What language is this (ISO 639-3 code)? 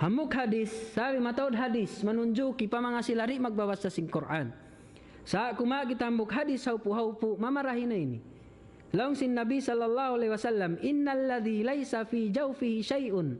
tsg